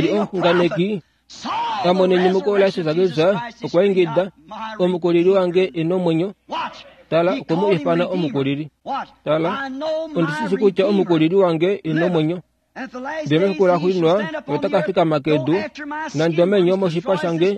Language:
Kuanyama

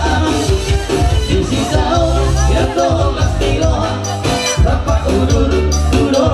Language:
Batak Toba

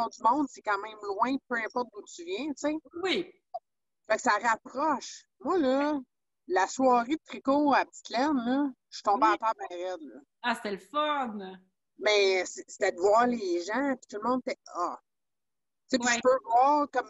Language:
French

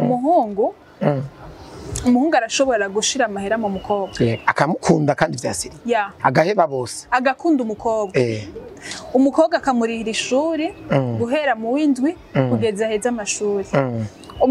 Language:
Rundi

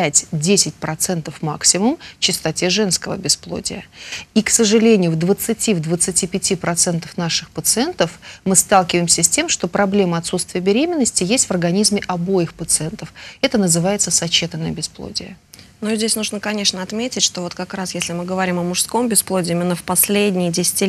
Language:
Russian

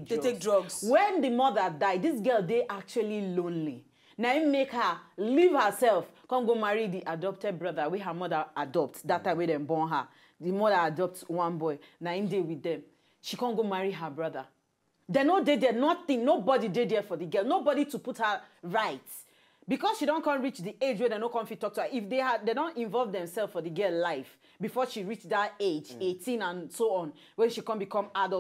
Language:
Nigerian Pidgin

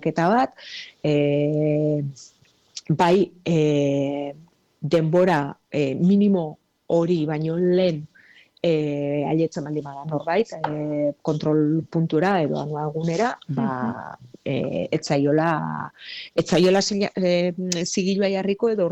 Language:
Basque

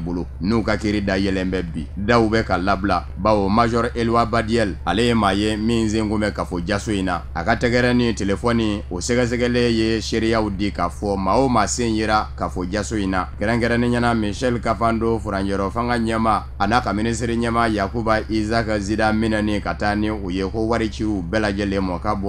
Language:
Bambara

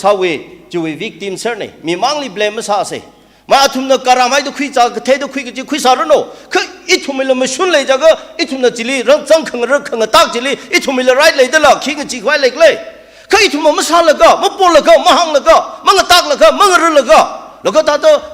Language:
Tangkhul Naga (India)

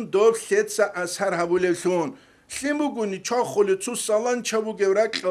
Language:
Avaric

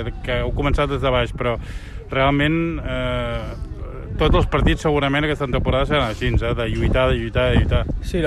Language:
Catalan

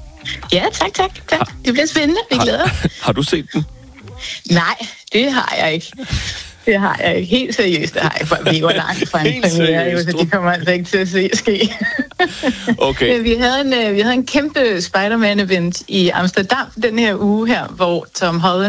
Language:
Danish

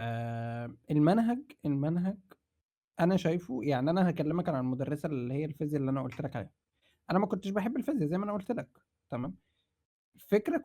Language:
Egyptian Arabic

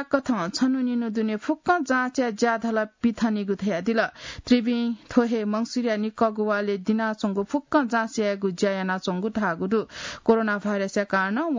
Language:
Newari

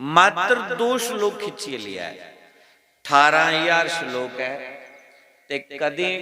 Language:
Dogri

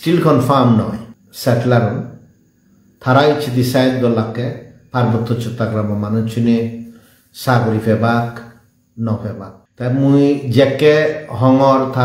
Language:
Chakma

